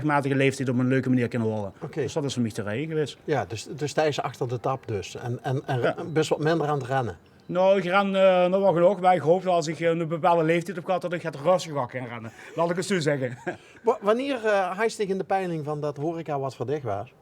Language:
Limburgish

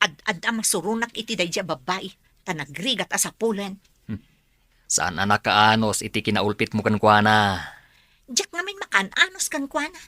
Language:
Iloko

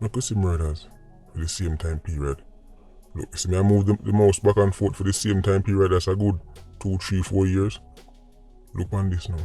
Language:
Jamaican Creole English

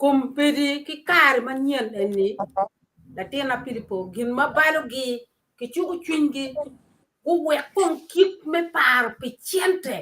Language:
Acoli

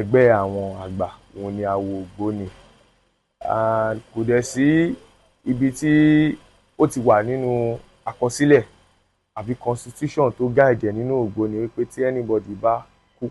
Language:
Yoruba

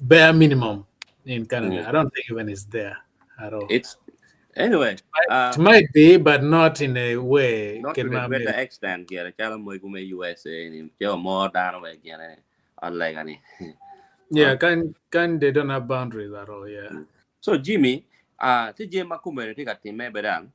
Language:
Acoli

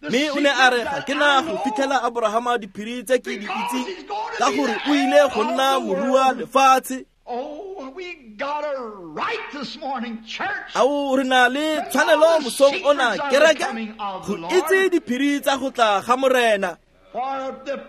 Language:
Tswana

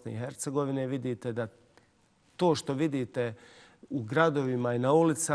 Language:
Bosnian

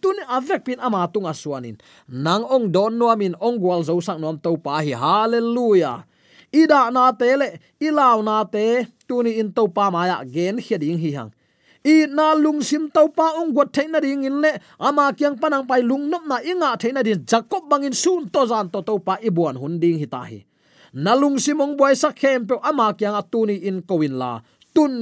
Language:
Tedim Chin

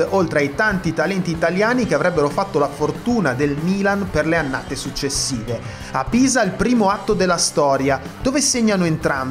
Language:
Italian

